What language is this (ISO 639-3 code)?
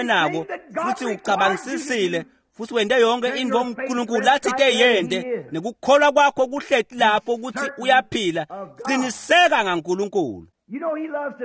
ssw